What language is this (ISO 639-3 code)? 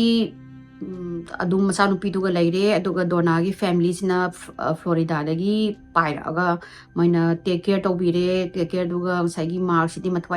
mni